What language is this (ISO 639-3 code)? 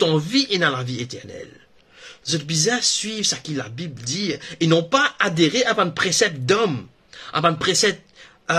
mfe